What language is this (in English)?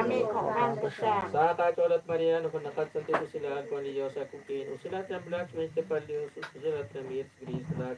Kekchí